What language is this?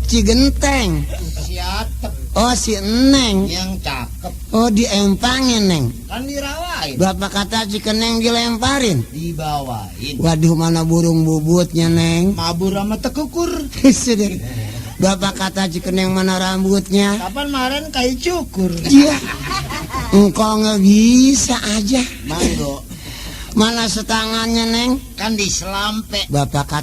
Betawi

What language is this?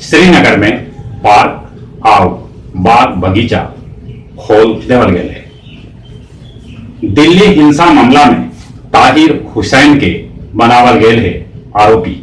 Magahi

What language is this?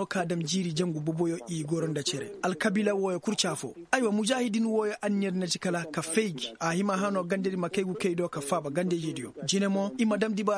Koyraboro Senni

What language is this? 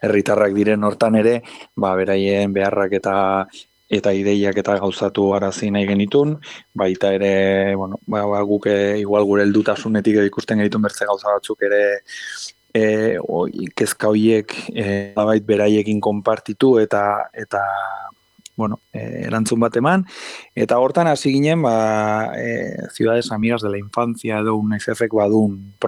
Basque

